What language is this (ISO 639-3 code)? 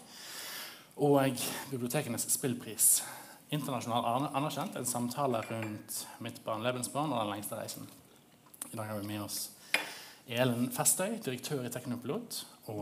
nor